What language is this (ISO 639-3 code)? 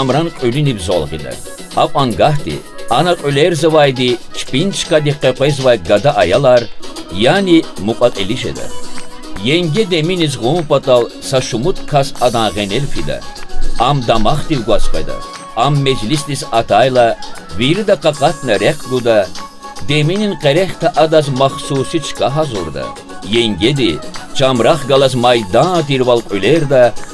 lez